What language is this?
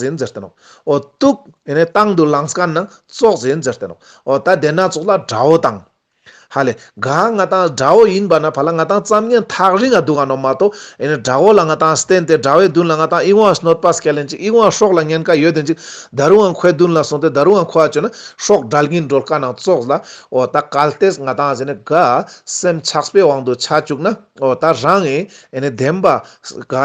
Ladakhi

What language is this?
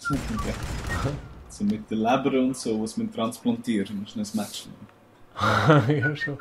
Swiss German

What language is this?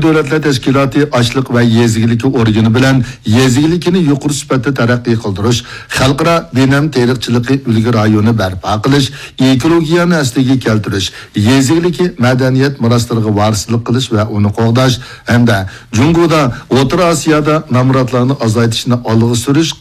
Uyghur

